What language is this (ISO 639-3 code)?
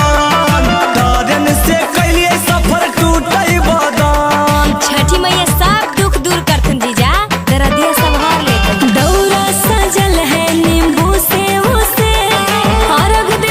mag